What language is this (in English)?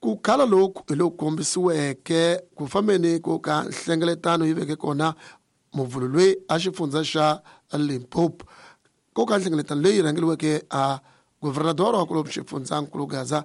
Tsonga